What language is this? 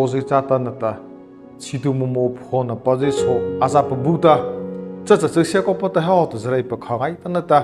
Mara Chin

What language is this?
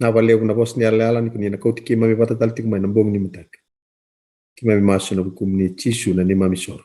Fijian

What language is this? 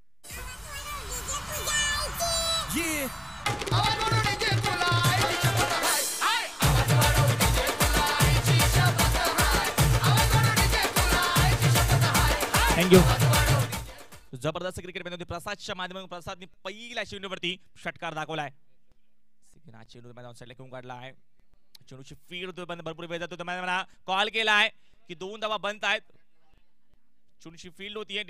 Marathi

